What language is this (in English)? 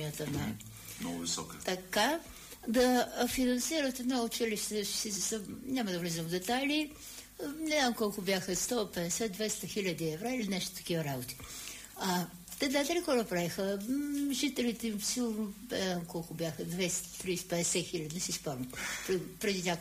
Bulgarian